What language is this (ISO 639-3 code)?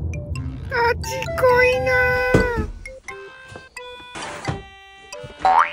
jpn